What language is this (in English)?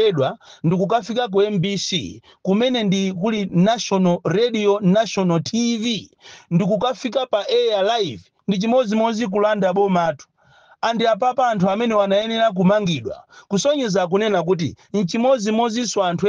Nyanja